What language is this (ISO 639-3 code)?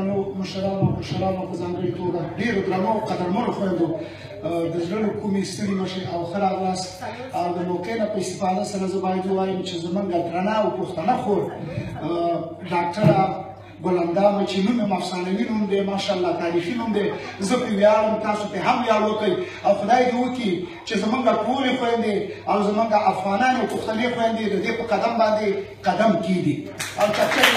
pus